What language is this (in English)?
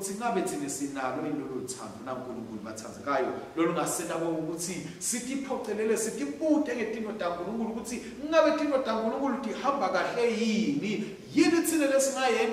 Swati